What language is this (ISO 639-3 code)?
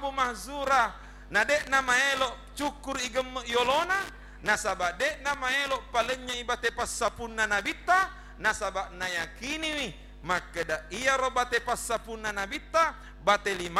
bug